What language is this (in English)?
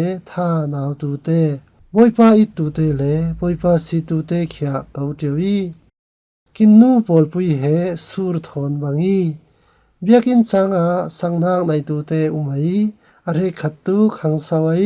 Falam Chin